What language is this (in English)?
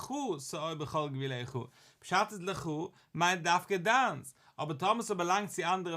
Yiddish